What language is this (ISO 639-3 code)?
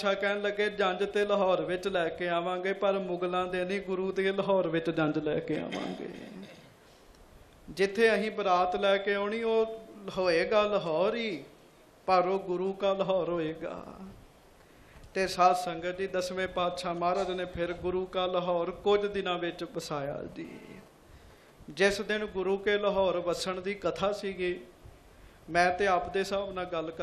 pan